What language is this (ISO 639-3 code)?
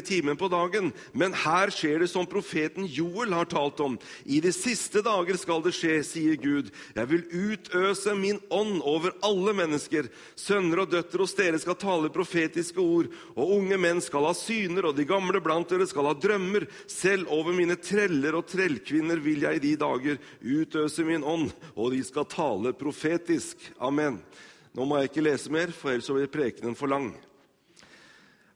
nor